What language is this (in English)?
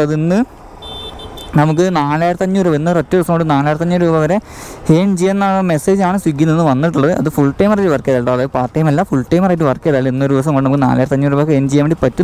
Malayalam